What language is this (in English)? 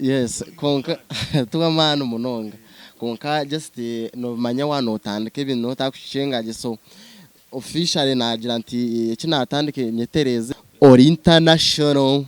Nyankole